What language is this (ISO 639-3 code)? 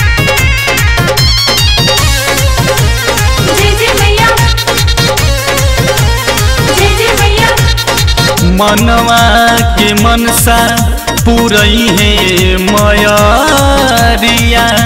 bho